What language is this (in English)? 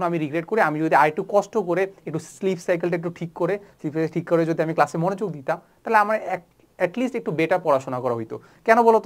Bangla